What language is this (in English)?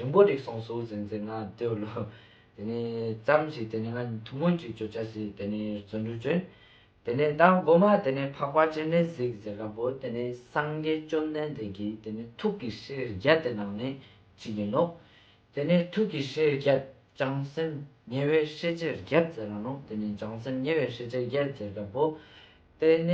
Ladakhi